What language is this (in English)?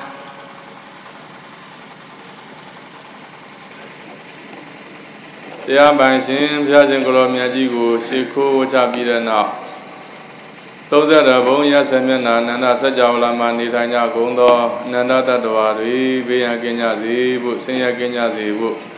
Burmese